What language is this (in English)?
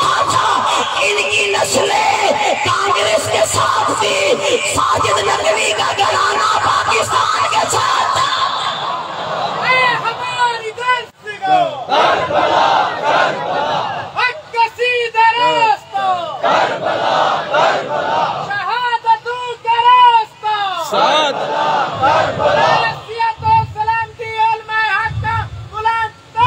Urdu